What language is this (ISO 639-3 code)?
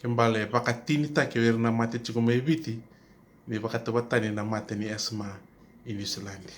fij